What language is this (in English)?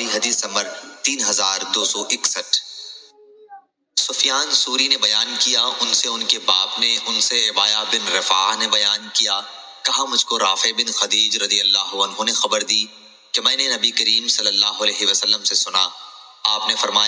Urdu